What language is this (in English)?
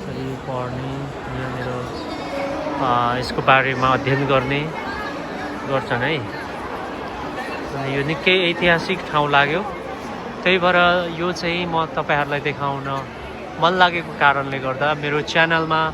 Nepali